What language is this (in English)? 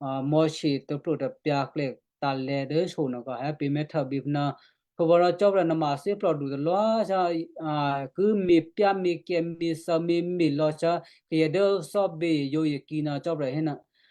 Western Kayah